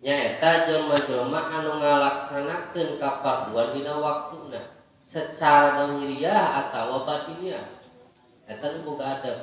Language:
Sundanese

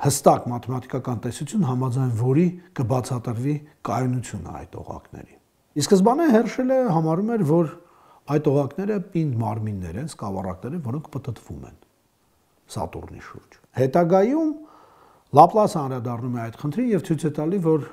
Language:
Armenian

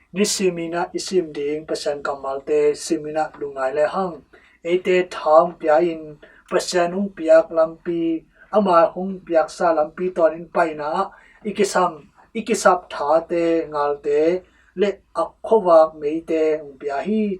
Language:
Tedim Chin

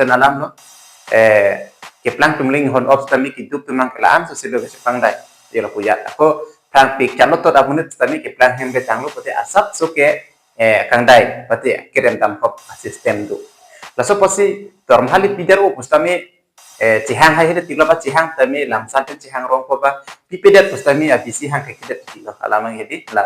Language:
Karbi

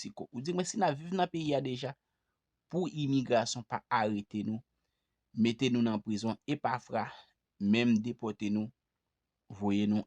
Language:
Haitian Creole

